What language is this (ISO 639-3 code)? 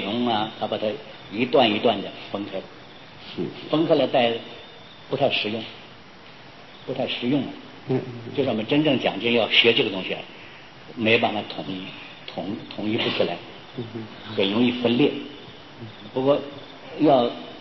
zho